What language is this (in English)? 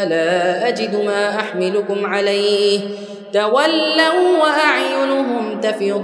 Arabic